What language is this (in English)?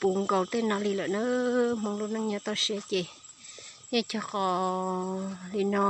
Hmong